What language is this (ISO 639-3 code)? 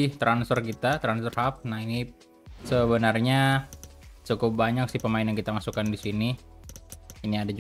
ind